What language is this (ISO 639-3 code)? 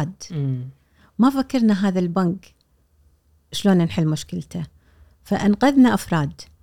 afb